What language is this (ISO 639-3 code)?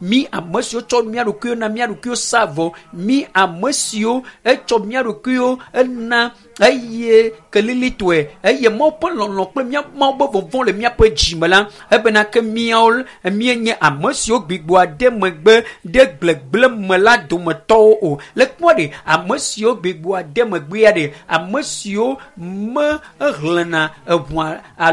ewe